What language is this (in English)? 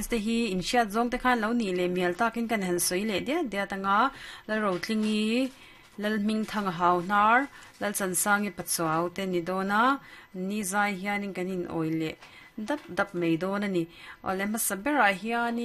Mizo